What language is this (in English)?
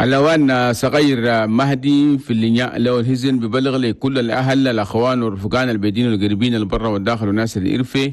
Chadian Arabic